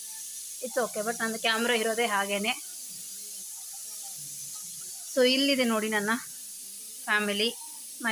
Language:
Kannada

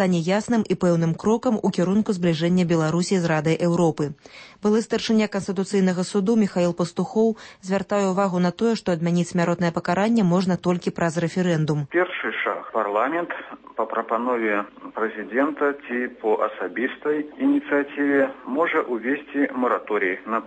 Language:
Belarusian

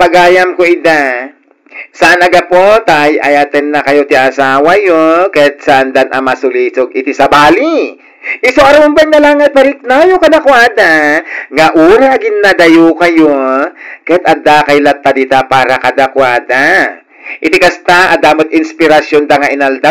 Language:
Iloko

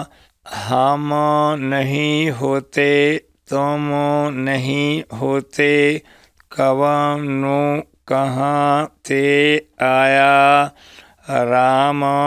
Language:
Punjabi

